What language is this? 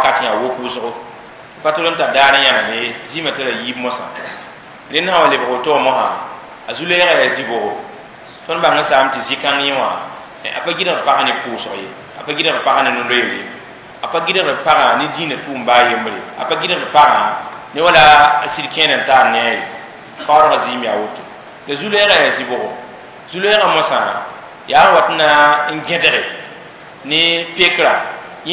Mossi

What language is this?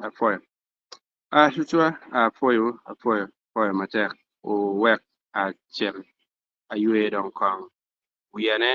Acoli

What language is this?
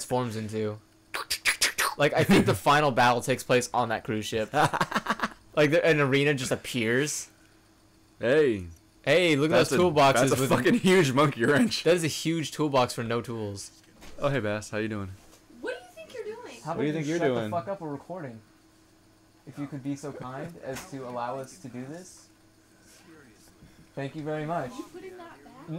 English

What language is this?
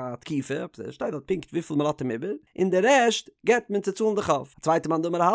Yiddish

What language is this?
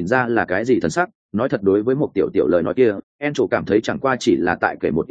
Vietnamese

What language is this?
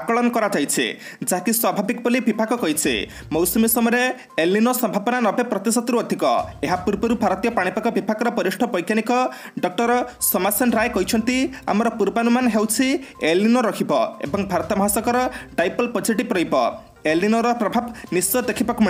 Odia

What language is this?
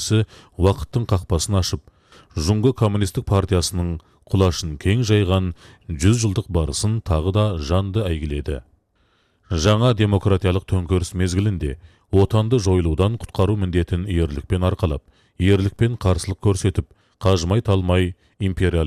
Kazakh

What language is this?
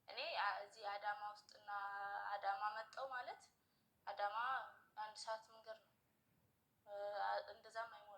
Amharic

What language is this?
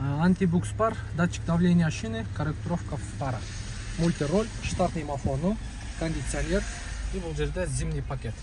Kyrgyz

